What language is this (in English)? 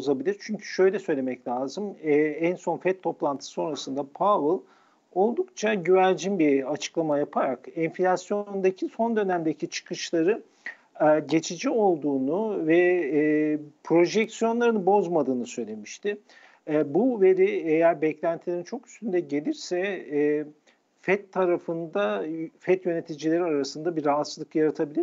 Turkish